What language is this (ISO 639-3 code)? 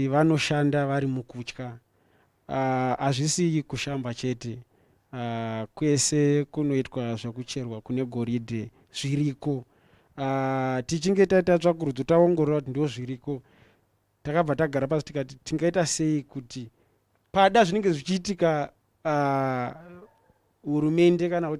sna